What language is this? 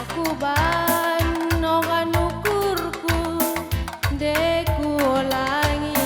Batak Karo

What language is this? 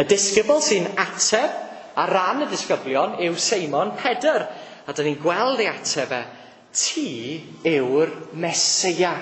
Welsh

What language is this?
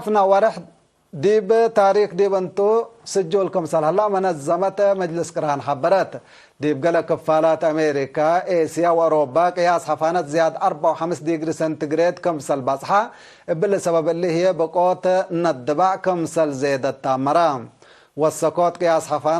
Tigre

